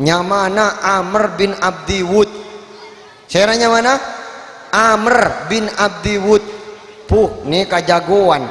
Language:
Madurese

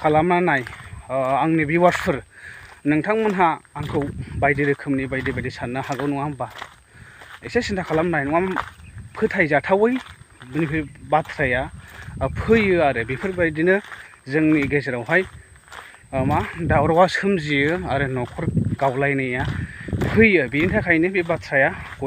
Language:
Bodo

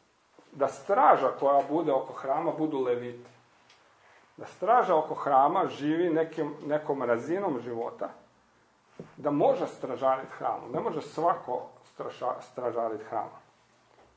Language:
Croatian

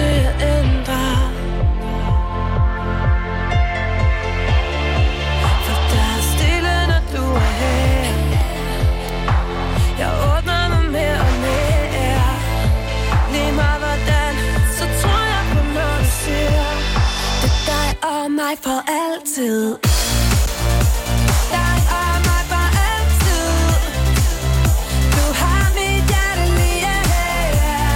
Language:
Danish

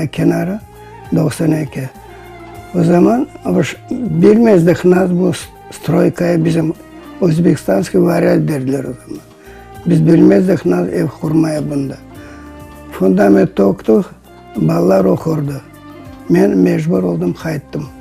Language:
Crimean Tatar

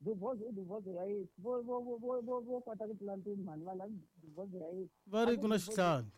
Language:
Tsonga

